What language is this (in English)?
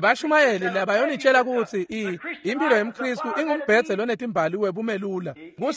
Swati